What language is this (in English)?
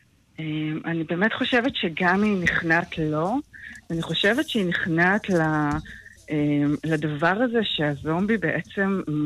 Hebrew